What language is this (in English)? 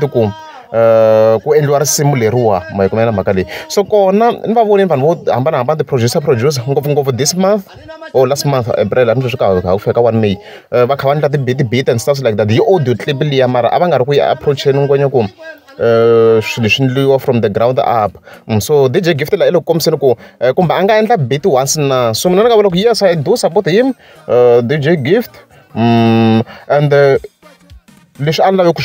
Tsonga